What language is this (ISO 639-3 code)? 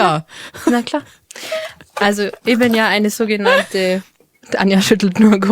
bar